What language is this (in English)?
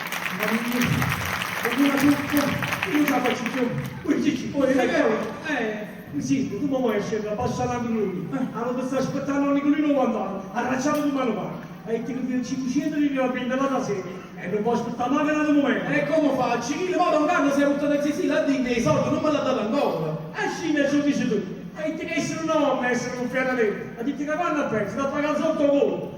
Neapolitan